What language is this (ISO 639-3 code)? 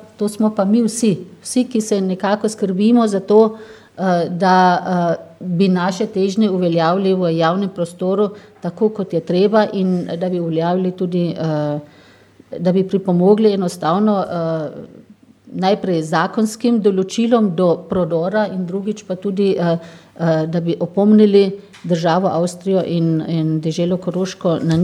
slv